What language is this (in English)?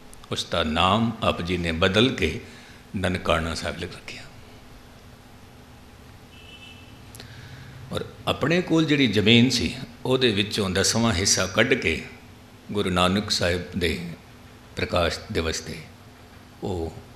Punjabi